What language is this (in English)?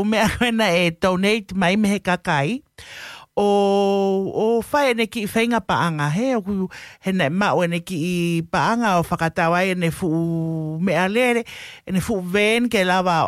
Tongan